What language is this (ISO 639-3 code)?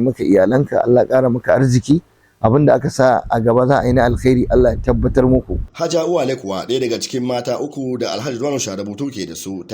hau